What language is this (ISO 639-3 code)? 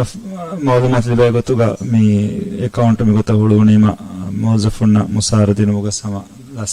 div